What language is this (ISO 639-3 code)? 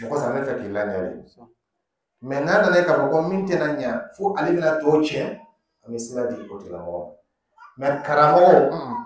dyu